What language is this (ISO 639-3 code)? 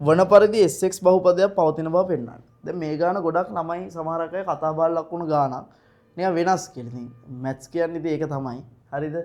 sin